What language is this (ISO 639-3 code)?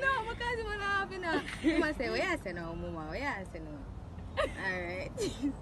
jam